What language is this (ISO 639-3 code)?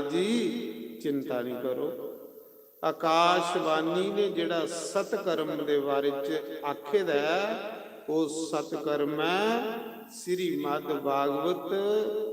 doi